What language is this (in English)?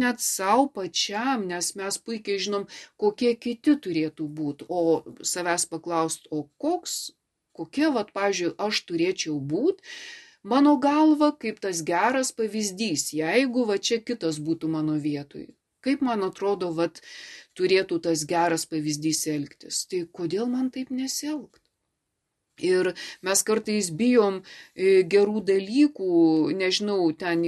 Lithuanian